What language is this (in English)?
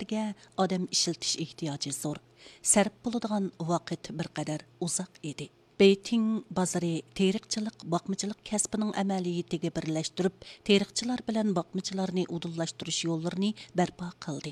Uyghur